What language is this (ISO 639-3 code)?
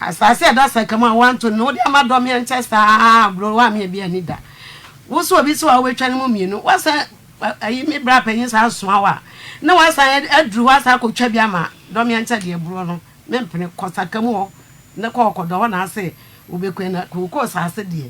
aka